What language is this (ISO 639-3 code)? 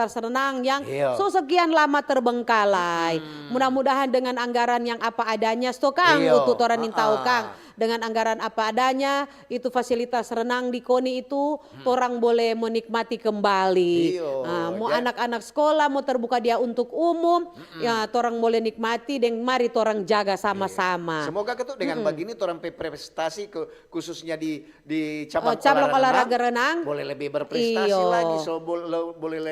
xmm